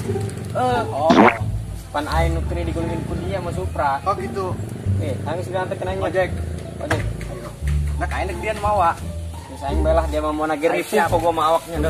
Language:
Sundanese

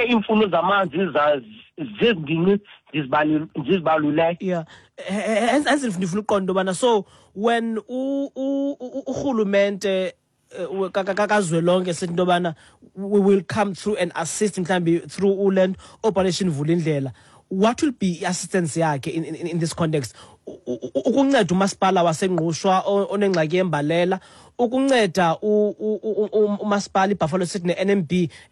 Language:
Xhosa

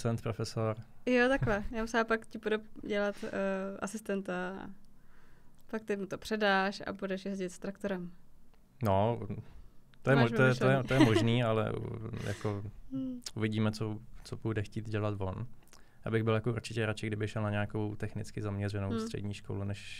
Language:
Czech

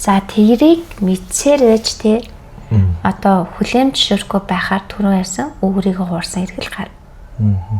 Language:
Mongolian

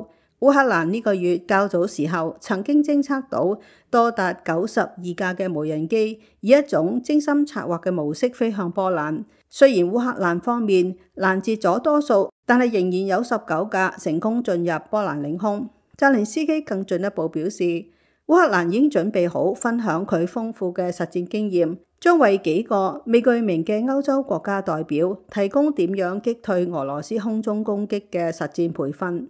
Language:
Cantonese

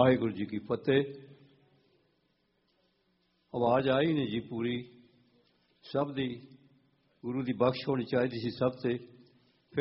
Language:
Punjabi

